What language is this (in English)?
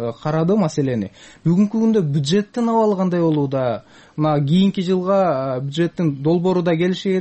Kyrgyz